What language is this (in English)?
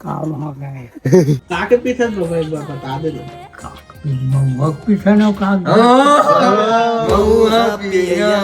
Chhattisgarhi